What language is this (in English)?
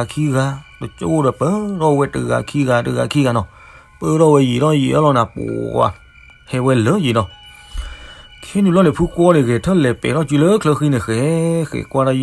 S'gaw Karen